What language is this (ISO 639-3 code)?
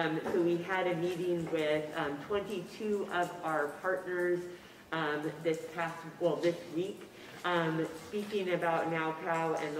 eng